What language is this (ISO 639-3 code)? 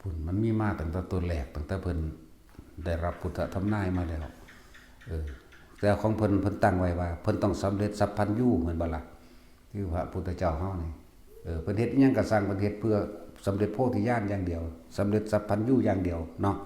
tts